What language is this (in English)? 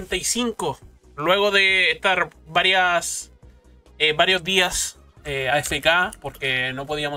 Spanish